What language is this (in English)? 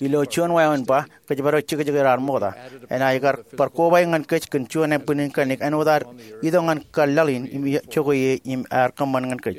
Marshallese